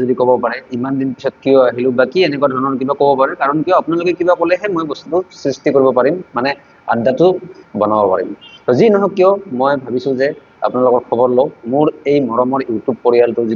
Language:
Assamese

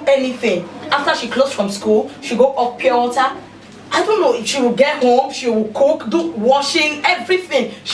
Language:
Nigerian Pidgin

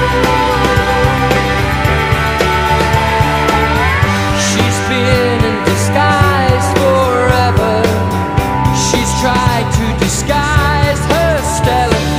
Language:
English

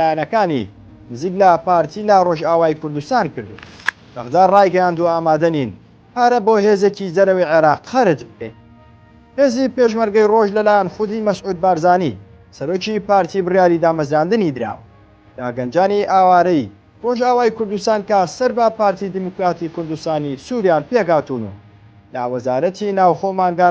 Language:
Central Kurdish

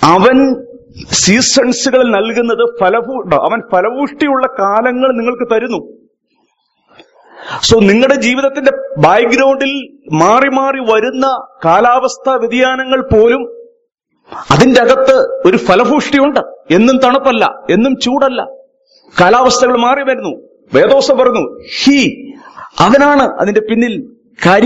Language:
Malayalam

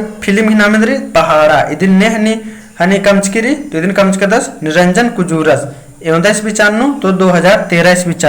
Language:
Kurukh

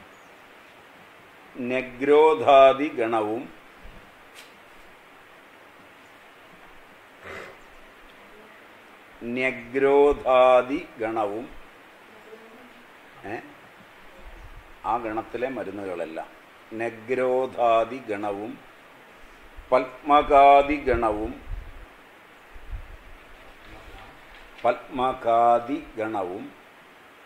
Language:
Malayalam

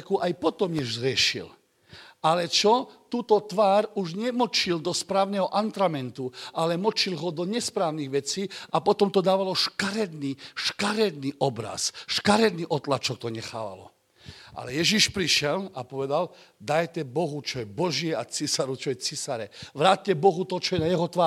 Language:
Slovak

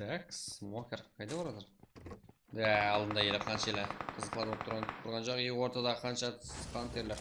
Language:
Kara-Kalpak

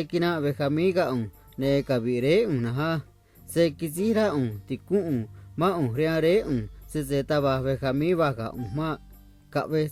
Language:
Copala Triqui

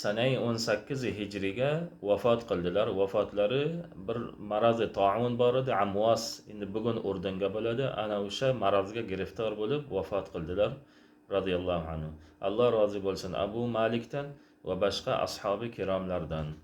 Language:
Uzbek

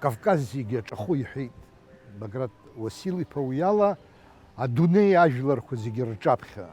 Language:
Abkhazian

